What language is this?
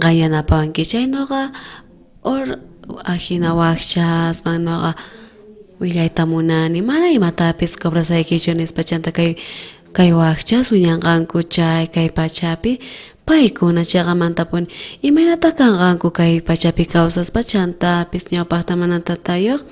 South Bolivian Quechua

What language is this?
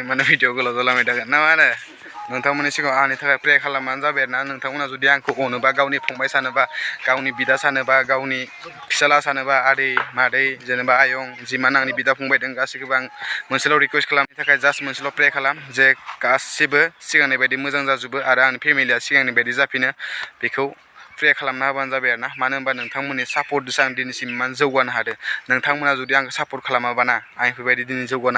Bodo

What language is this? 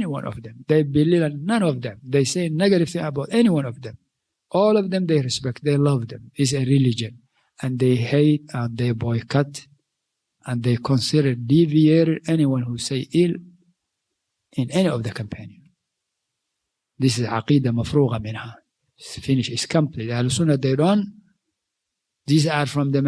English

